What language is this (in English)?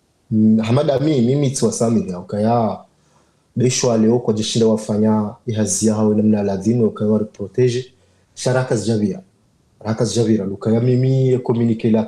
Ngazidja Comorian